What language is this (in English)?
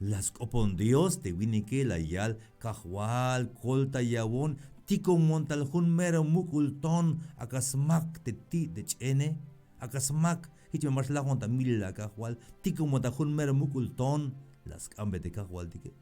Tzeltal